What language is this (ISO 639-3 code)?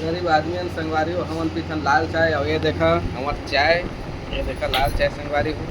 hne